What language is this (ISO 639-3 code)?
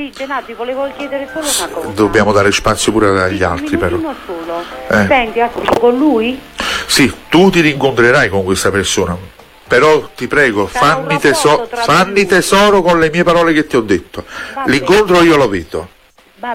ita